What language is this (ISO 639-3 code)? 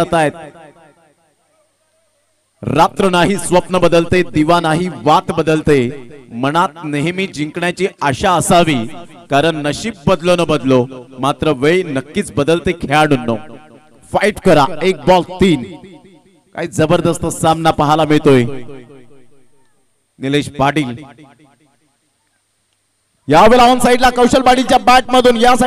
mar